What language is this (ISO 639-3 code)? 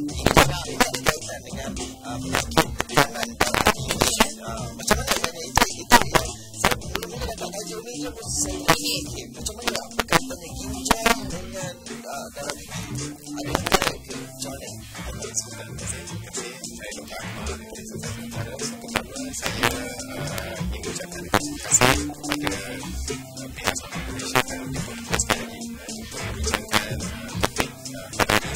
msa